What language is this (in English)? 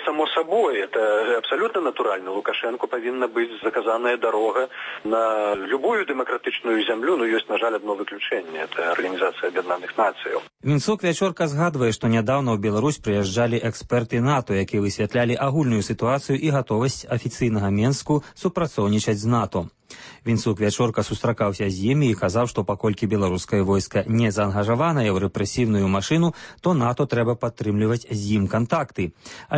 Belarusian